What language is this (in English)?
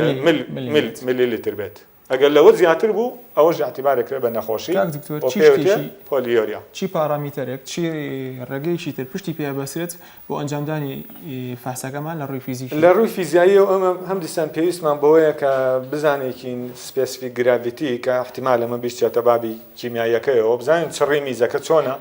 Central Kurdish